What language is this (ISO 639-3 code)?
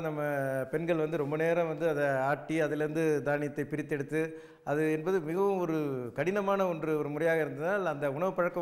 tam